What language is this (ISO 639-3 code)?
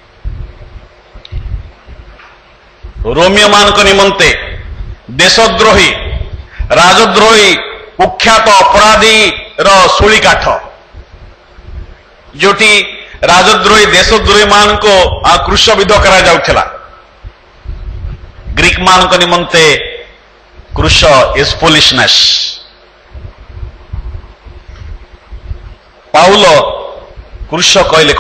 ori